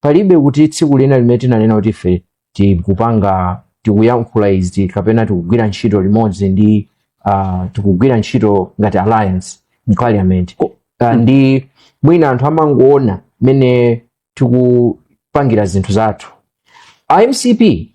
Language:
Nyanja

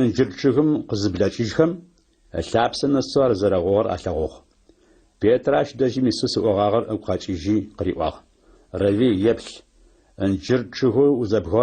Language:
Adyghe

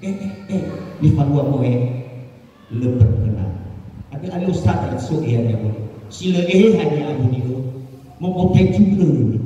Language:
Nias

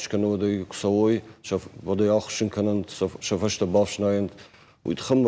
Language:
Ossetic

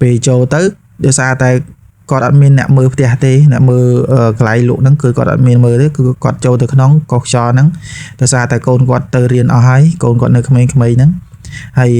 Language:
Khmer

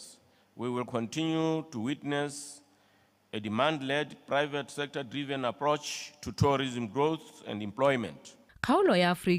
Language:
Tswana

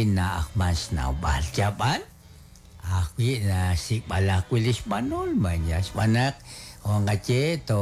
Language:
Kekchí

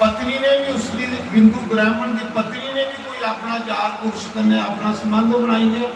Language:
Dogri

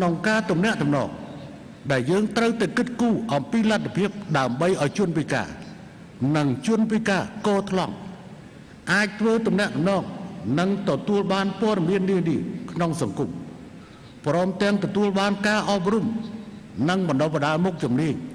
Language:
Khmer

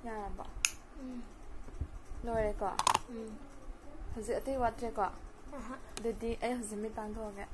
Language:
Manipuri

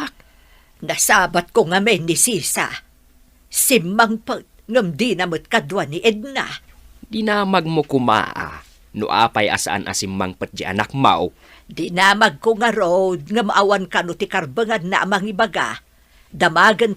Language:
Iloko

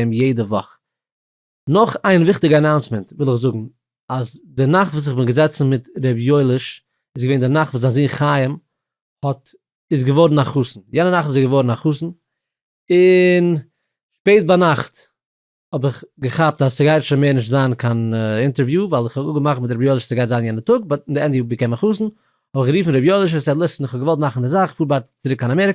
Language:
Yiddish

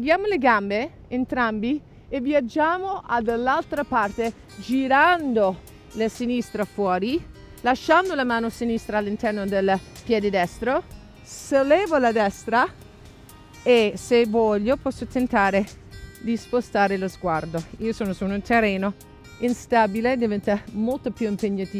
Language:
Italian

